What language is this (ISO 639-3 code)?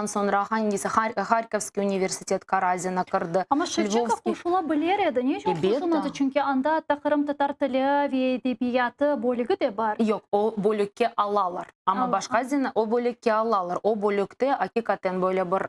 crh